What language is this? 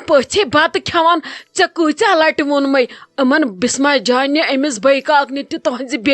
Kashmiri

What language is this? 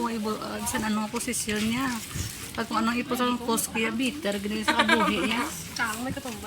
Hiligaynon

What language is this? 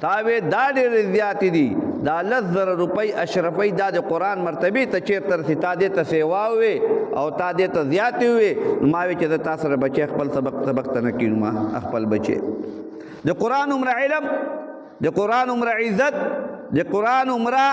Pashto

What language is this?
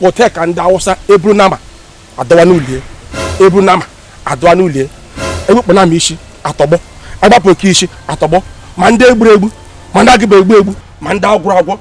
Igbo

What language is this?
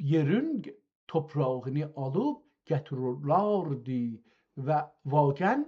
South Azerbaijani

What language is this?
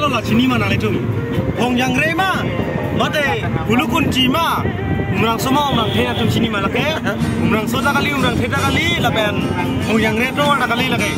Karbi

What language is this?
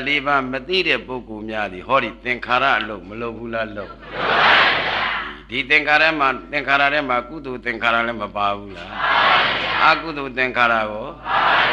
Burmese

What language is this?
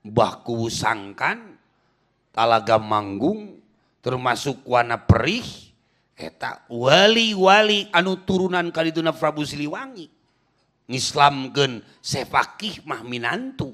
Sundanese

